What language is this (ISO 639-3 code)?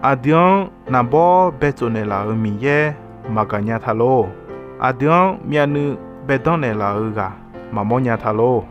ahk